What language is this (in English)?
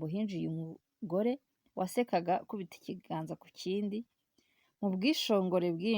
Kinyarwanda